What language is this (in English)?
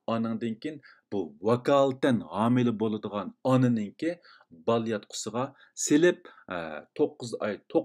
Uyghur